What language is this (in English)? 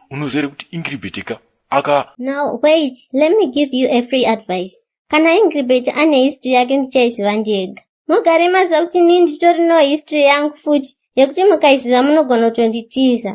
Shona